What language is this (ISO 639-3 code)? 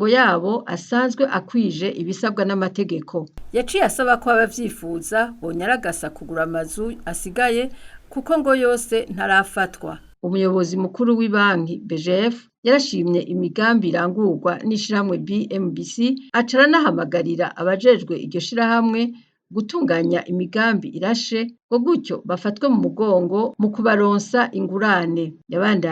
run